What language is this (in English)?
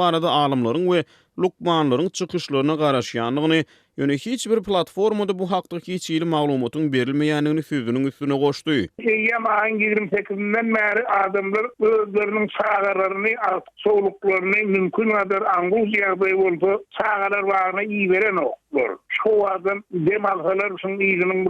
Turkmen